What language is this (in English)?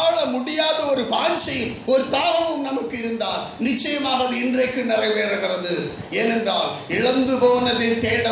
Tamil